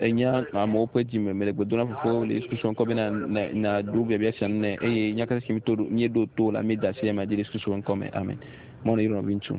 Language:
Ewe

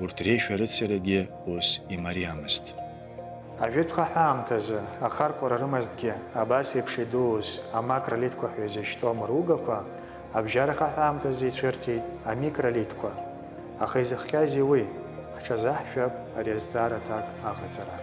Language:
Abkhazian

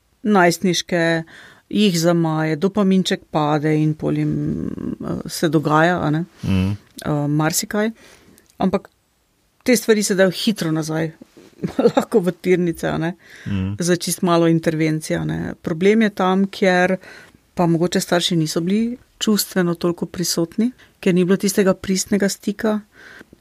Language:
Slovenian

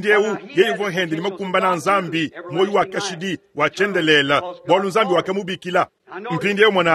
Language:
Luba-Lulua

